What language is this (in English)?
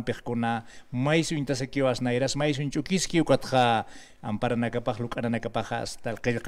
Aymara